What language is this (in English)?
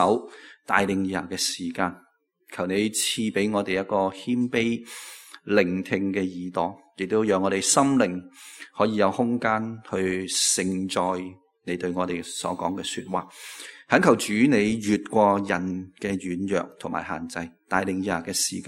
Cantonese